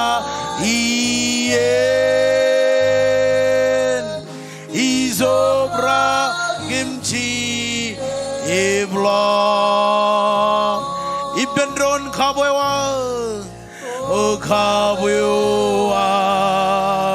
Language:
Marshallese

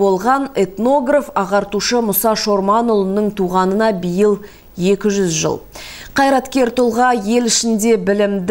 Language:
Kazakh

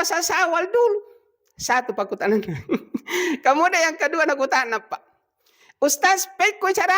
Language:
Buginese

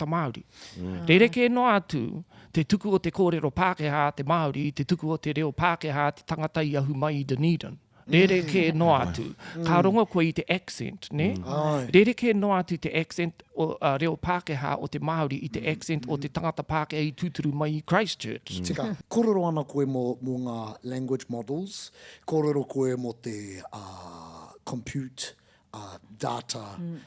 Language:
Māori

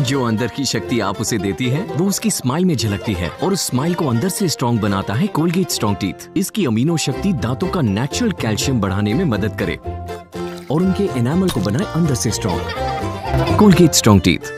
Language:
Chhattisgarhi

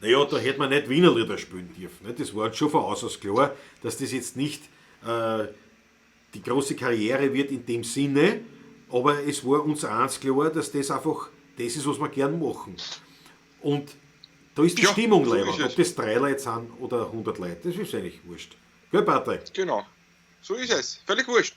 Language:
Bavarian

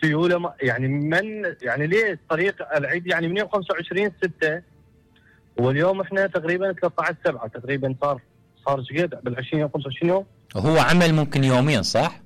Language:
Mesopotamian Arabic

